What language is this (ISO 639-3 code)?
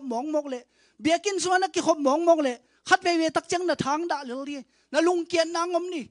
ctd